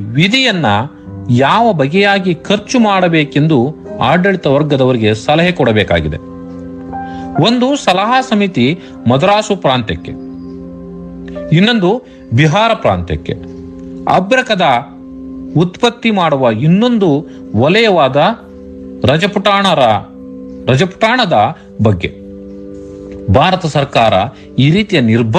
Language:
Kannada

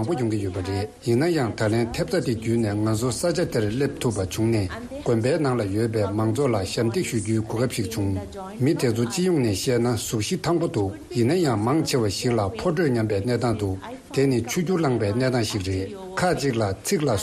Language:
Tibetan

